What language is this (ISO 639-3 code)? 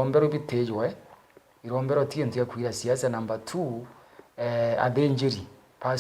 mer